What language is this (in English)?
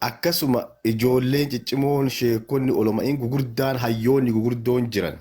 Oromo